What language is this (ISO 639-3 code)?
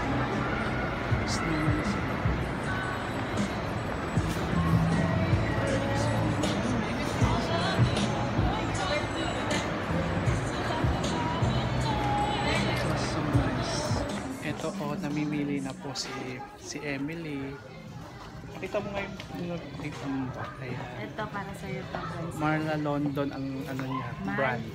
fil